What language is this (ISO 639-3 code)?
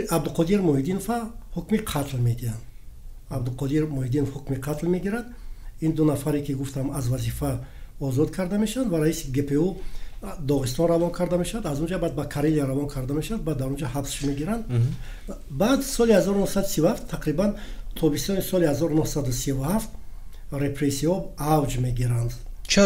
tgk